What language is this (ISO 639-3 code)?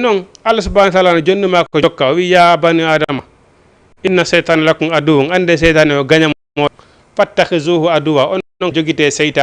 ful